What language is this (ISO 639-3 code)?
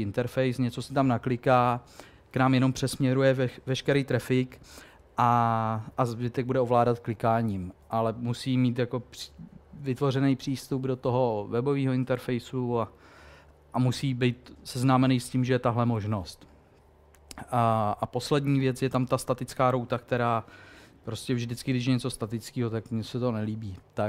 ces